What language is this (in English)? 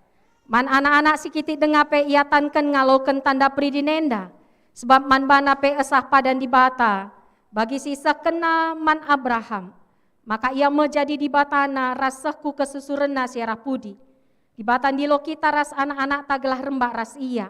Batak Karo